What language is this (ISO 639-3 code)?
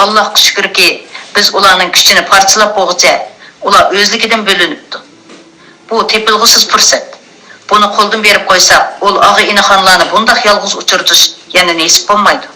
uig